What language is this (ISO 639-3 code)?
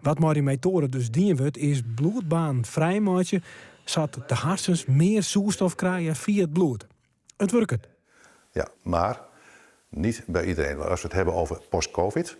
fry